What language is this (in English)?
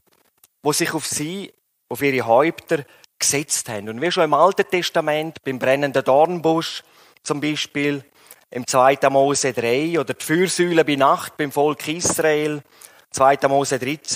Swiss German